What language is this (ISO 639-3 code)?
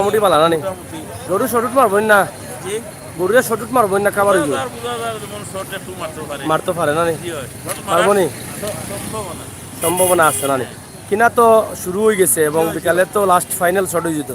syl